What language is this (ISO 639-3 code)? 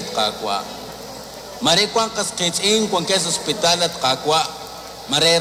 kek